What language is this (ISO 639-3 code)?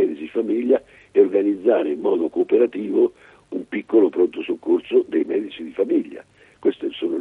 ita